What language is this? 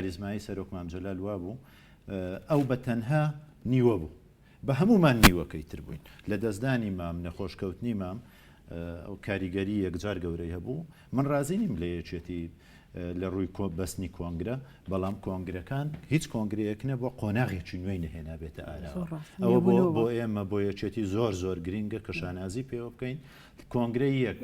Central Kurdish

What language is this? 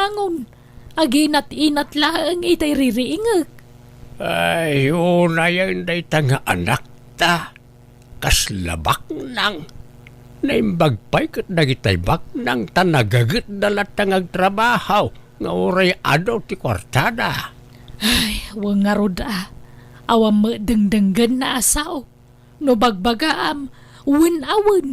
Iloko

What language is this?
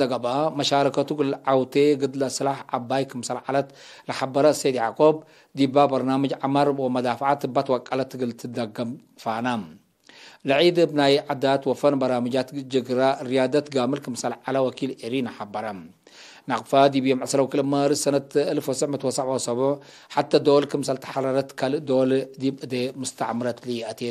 Tigre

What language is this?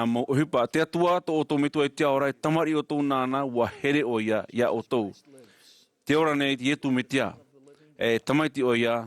Tahitian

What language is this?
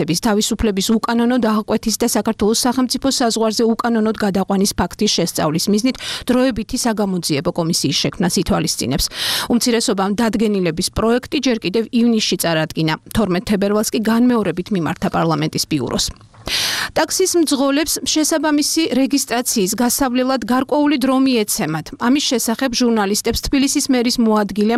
Georgian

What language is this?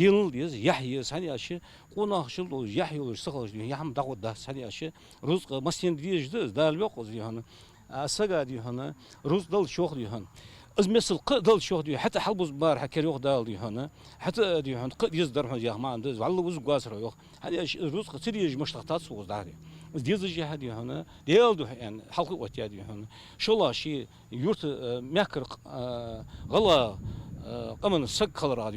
Ingush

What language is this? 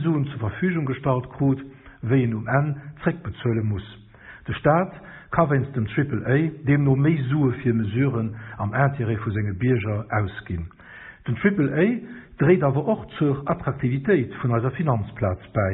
Luxembourgish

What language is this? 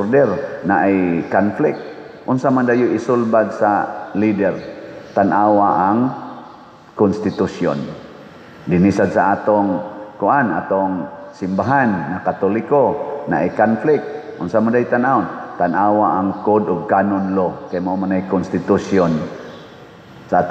Cebuano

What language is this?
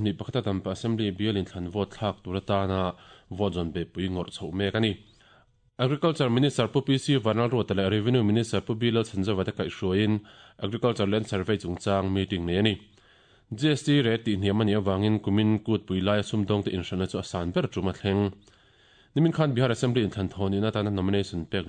Mizo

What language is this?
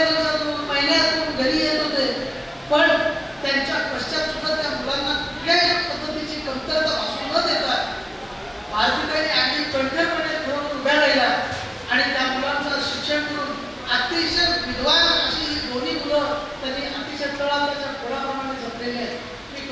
Marathi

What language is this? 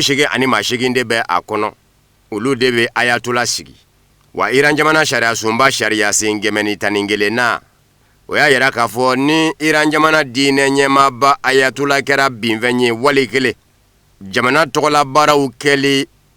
Bambara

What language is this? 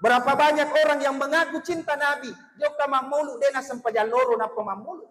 Buginese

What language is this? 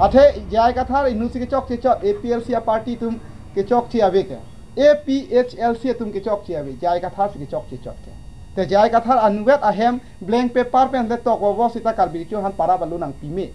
Karbi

